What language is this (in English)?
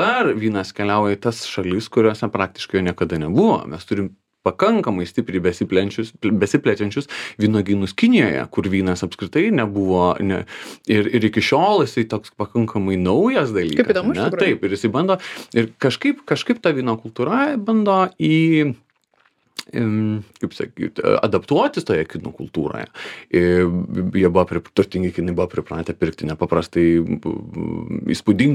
Lithuanian